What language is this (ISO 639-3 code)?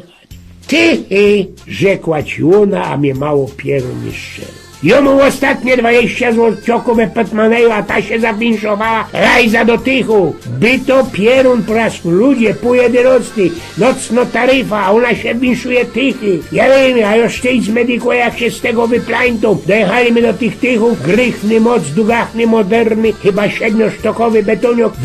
szl